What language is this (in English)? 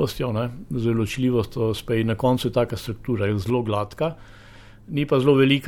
Slovenian